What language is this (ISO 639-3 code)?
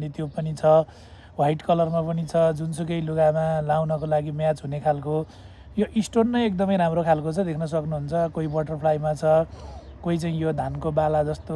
nep